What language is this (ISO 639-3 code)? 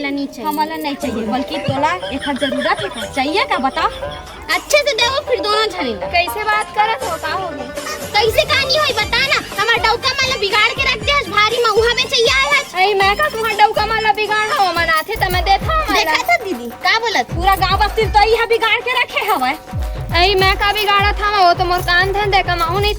hne